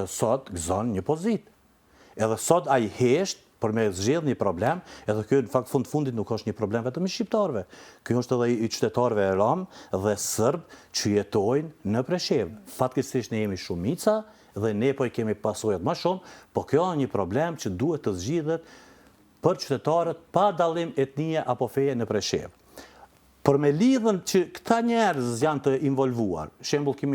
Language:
Albanian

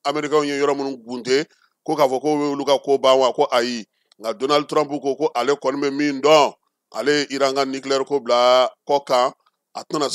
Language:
Bambara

